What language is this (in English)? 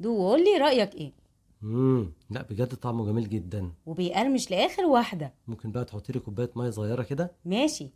Egyptian Arabic